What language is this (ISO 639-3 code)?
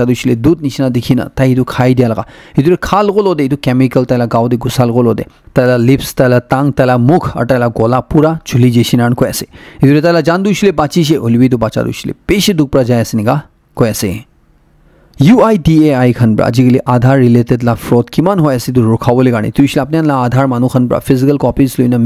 nag